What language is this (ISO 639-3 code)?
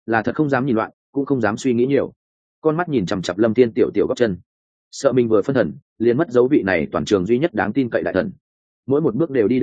vie